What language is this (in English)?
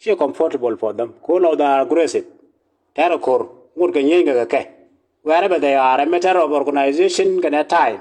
Nuer